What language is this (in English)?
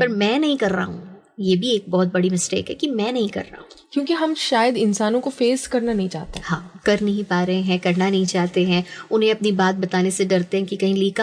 Hindi